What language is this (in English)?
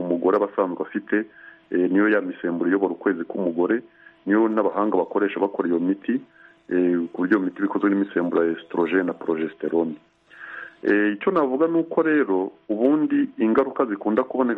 Kinyarwanda